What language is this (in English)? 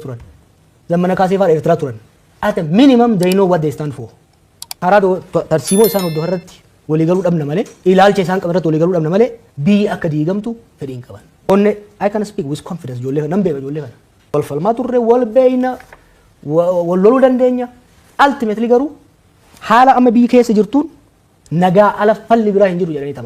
Oromo